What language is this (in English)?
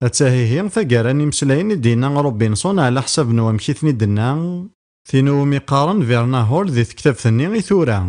Kabyle